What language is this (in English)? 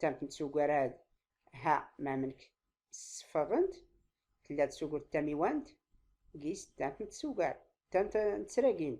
Tachelhit